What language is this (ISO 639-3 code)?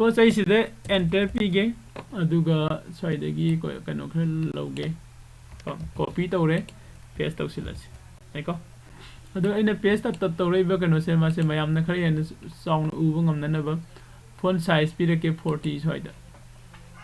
mni